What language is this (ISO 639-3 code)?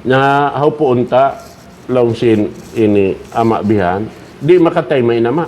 tsg